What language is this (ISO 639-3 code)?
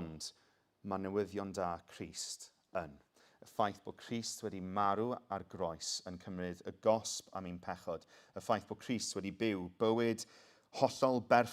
cym